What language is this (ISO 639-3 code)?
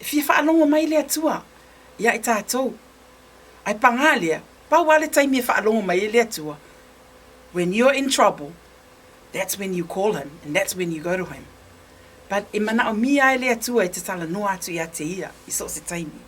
smo